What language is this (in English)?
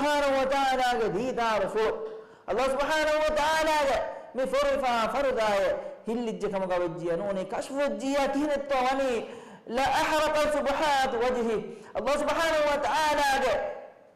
Divehi